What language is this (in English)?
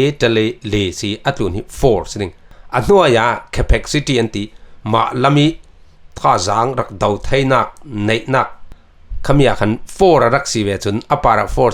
Falam Chin